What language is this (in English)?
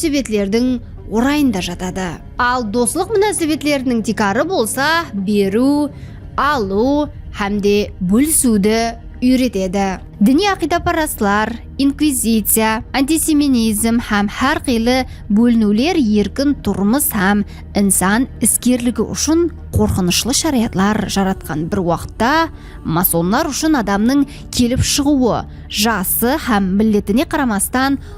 Kara-Kalpak